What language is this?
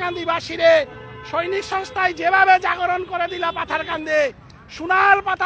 Bishnupriya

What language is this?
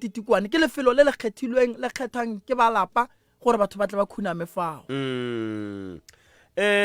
Northern Sotho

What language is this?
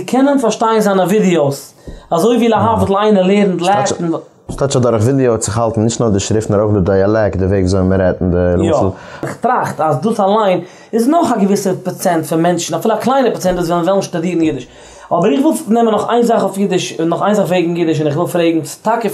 Yiddish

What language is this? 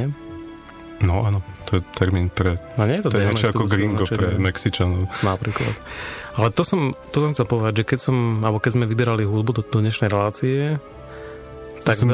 Slovak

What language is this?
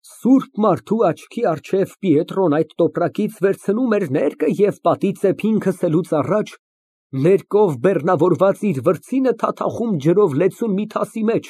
Armenian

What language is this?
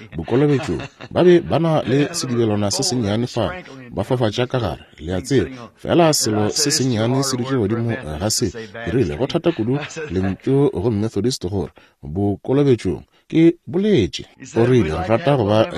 Northern Sotho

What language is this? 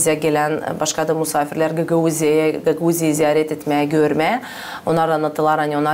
Gagauz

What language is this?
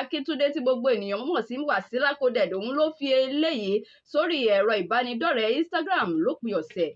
Yoruba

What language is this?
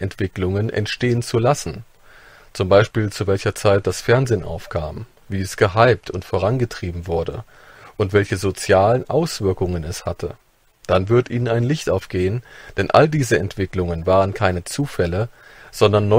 German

